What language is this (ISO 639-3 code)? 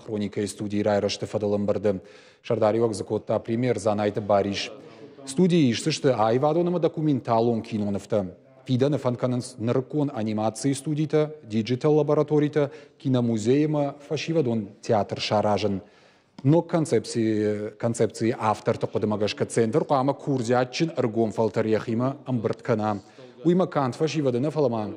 oss